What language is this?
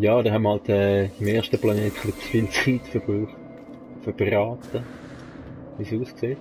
Swiss German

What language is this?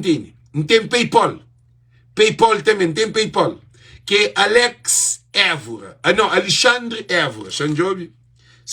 Kabuverdianu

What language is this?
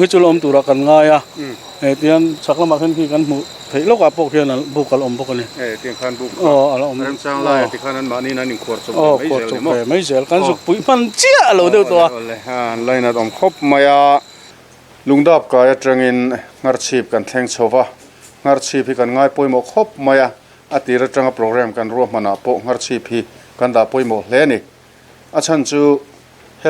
Mizo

